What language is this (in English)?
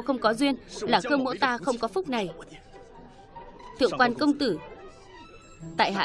Vietnamese